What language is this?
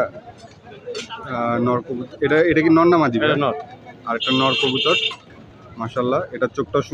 Bangla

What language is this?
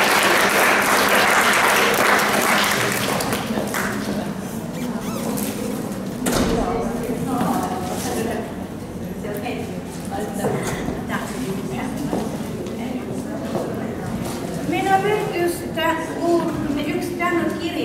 Estonian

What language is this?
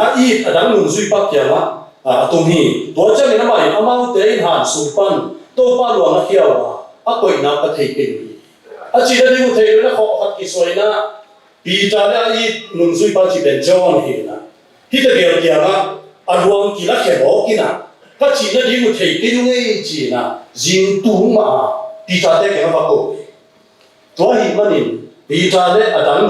Tedim Chin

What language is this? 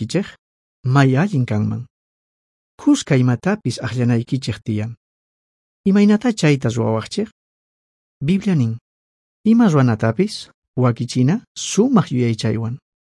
South Bolivian Quechua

